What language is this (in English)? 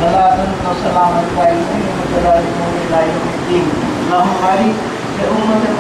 Urdu